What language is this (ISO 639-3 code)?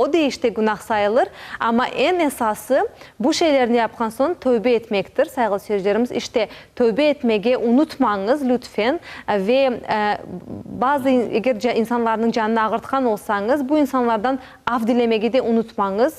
crh